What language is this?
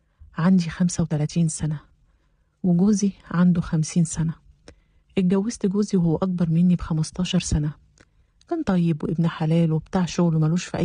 Egyptian Arabic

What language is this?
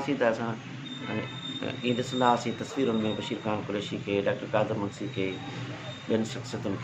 Sindhi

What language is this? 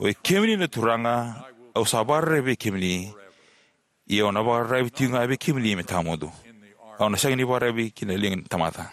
Fijian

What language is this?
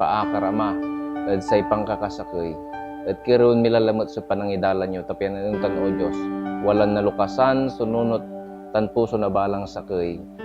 Pangasinan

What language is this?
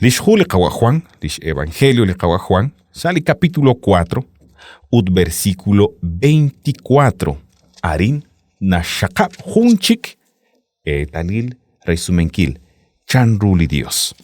Kekchí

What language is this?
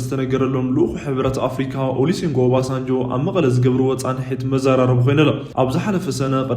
Tigrinya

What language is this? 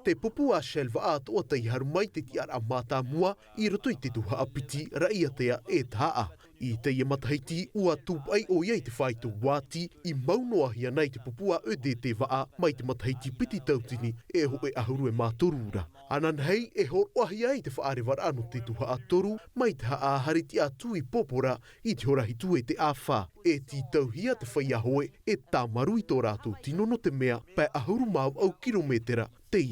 Tahitian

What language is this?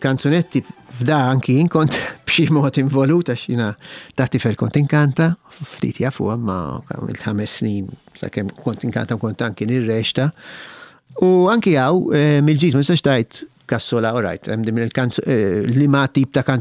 Maltese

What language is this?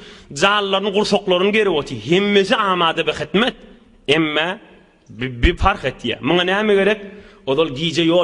Turkmen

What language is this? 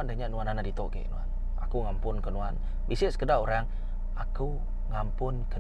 Iban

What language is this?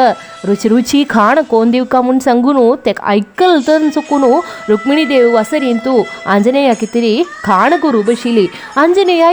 Konkani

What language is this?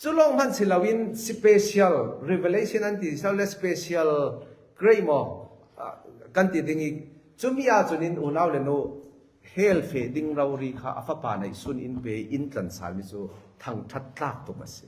Falam Chin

